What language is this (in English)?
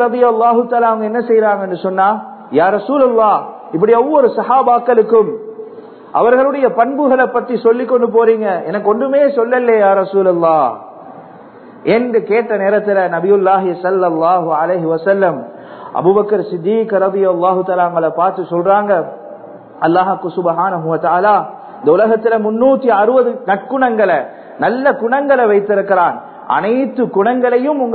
Tamil